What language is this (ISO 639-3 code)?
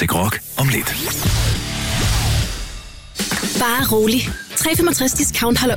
dan